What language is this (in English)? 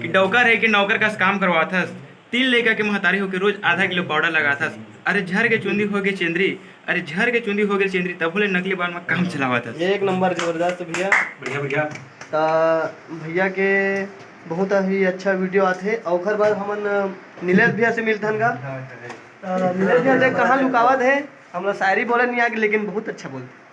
Chhattisgarhi